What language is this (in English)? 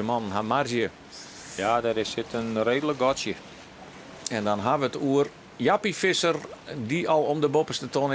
Western Frisian